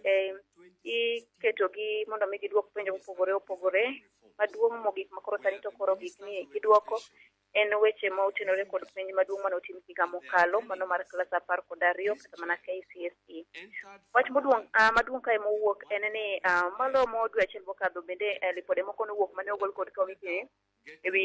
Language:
Luo (Kenya and Tanzania)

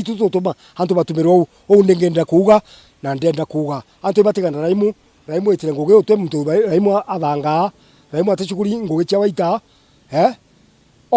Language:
Meru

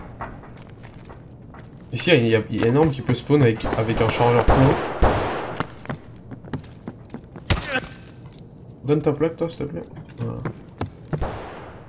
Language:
French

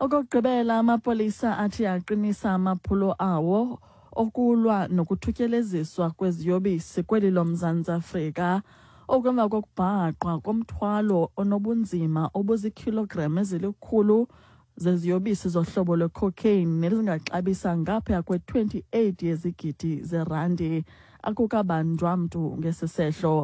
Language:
Xhosa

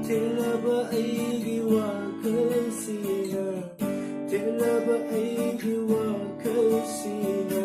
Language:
Manipuri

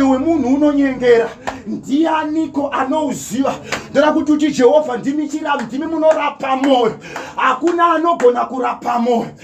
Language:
Shona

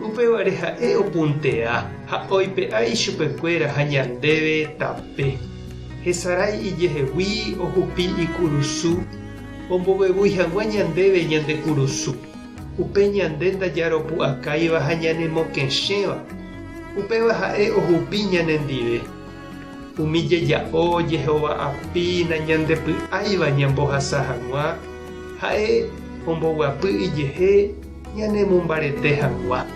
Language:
Guarani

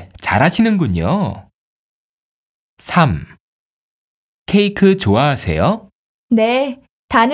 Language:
Korean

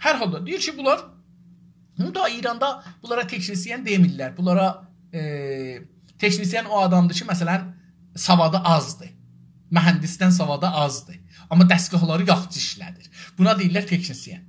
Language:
South Azerbaijani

